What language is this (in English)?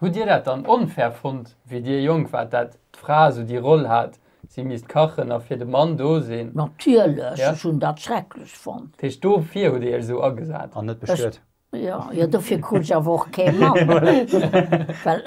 Luxembourgish